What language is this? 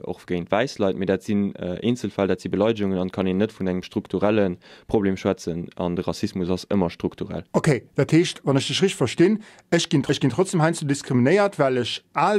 Luxembourgish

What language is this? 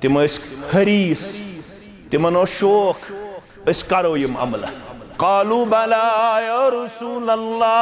Kashmiri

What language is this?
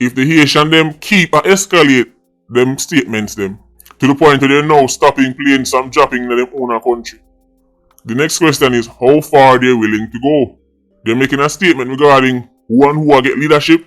Jamaican Creole English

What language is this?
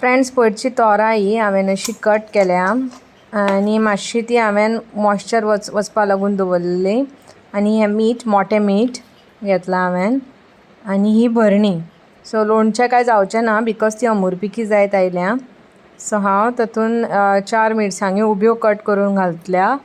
Konkani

